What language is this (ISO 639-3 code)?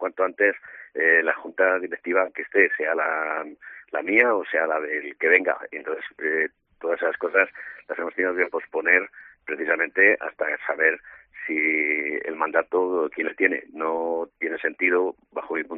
spa